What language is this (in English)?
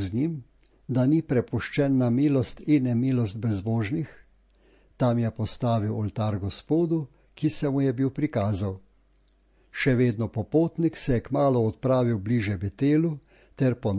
Slovenian